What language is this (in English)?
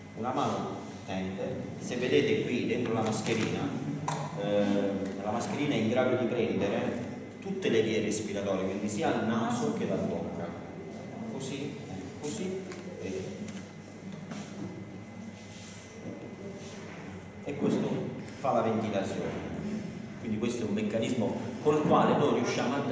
Italian